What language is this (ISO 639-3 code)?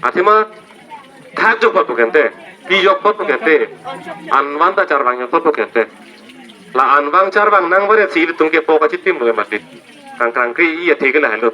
mjw